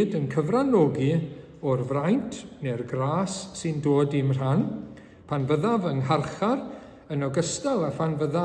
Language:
Welsh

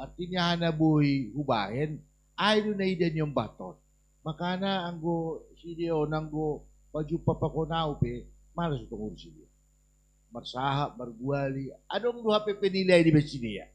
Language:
Batak Simalungun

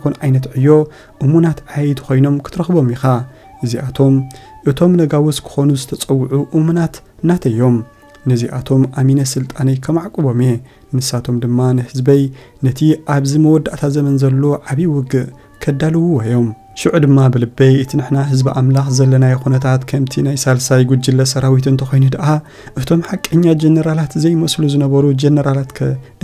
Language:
Tigrinya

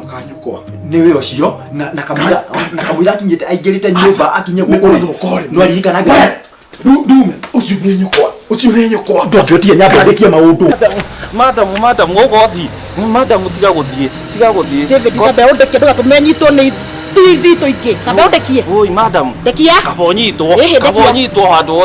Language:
Kikuyu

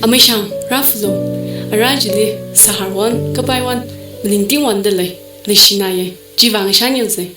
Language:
Tangkhul Naga (India)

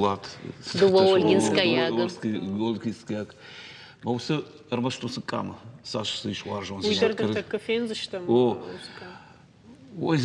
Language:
Ossetic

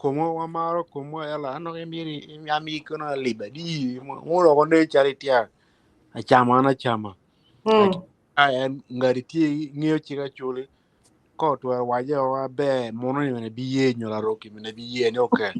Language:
Acoli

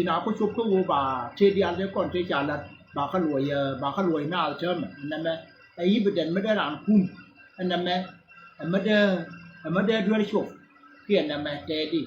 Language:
Nuer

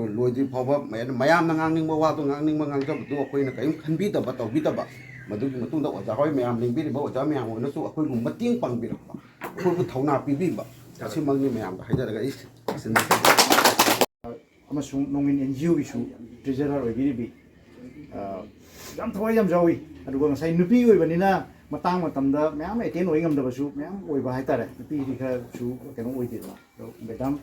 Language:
Manipuri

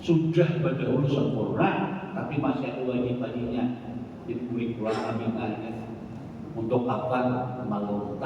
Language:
Banjar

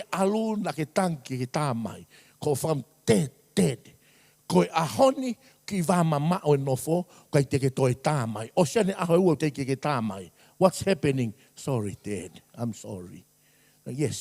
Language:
Tongan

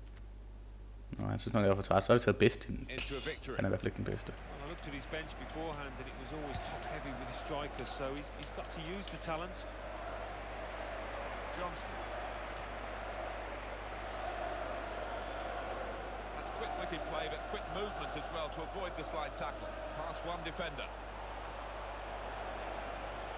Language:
Danish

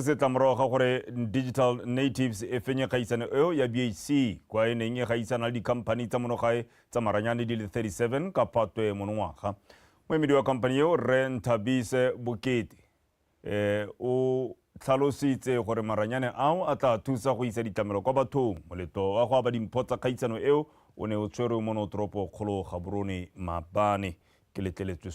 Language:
Tswana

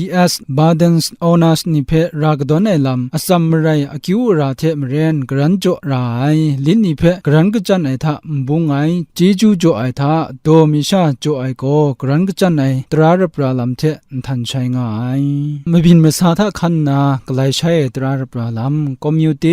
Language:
Kachin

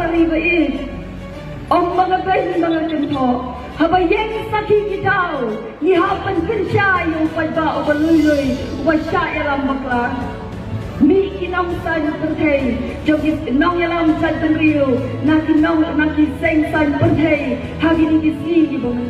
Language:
Khasi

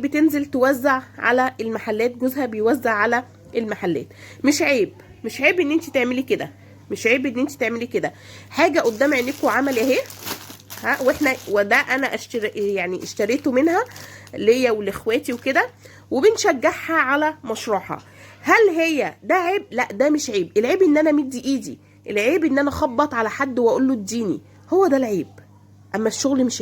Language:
Egyptian Arabic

